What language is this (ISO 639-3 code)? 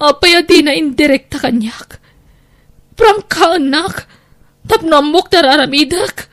ilo